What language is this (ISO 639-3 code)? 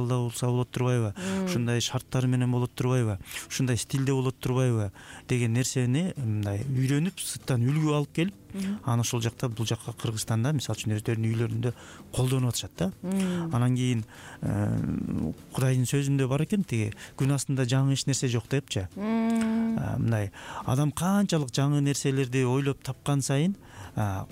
kir